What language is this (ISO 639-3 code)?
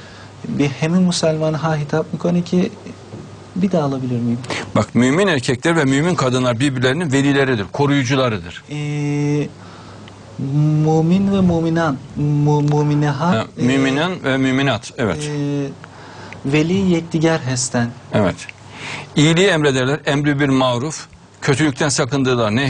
tur